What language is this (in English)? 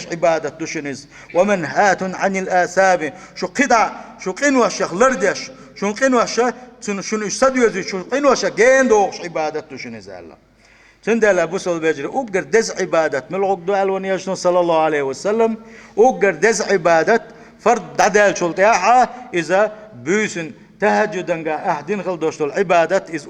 Chechen